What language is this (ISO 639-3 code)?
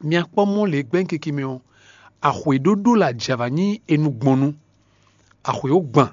fon